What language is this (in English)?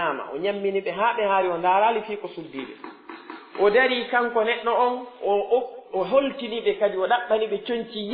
Pular